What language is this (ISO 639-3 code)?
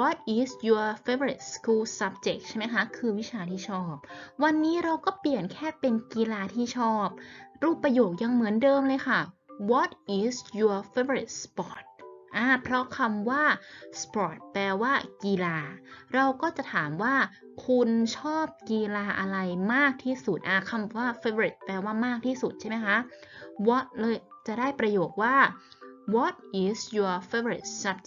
tha